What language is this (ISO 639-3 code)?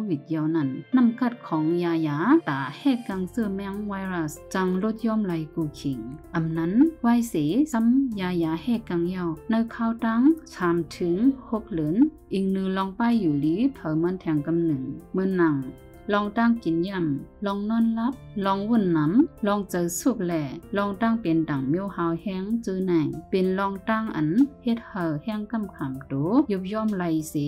shn